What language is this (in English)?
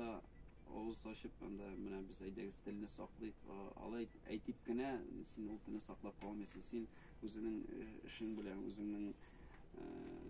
Tatar